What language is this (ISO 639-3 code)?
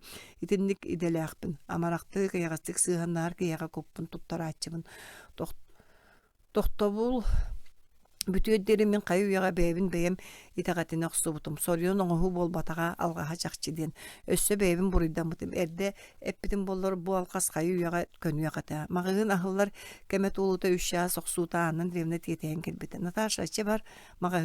sah